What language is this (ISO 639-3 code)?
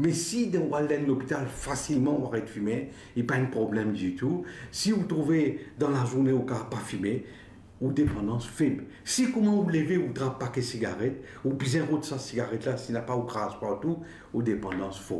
mfe